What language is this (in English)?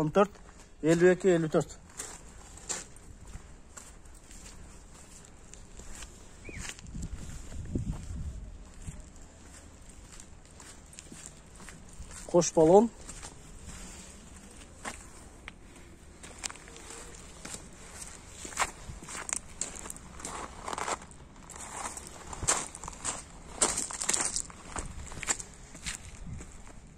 Kyrgyz